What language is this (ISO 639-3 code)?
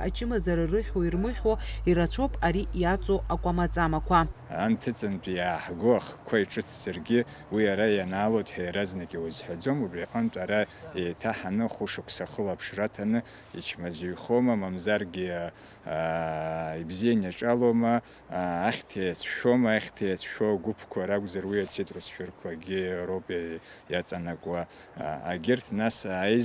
abk